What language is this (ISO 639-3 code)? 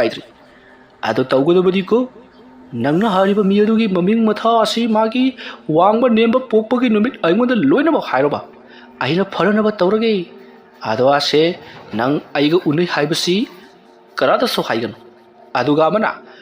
mni